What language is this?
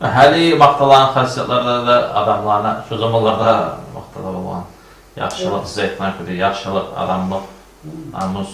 Kumyk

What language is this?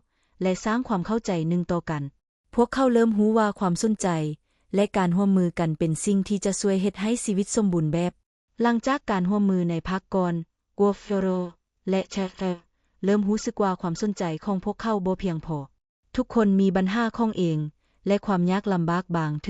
Lao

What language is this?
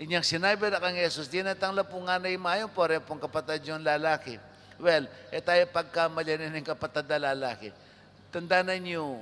Pampanga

